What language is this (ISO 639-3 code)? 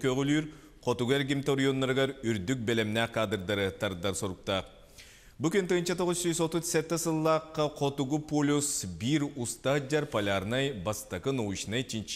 sah